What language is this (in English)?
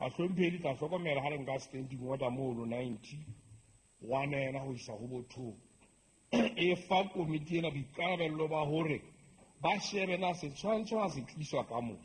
Southern Sotho